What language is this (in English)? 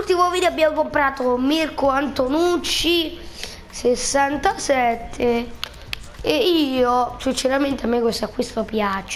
Italian